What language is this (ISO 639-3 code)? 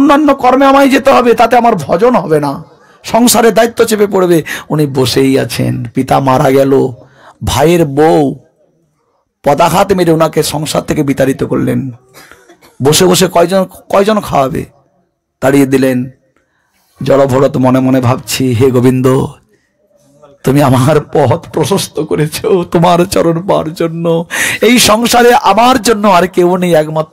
ben